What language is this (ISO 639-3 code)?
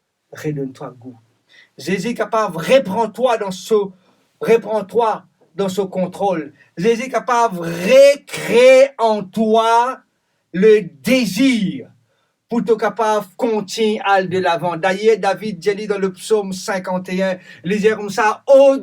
mfe